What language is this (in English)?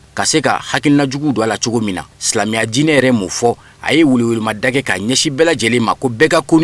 Bambara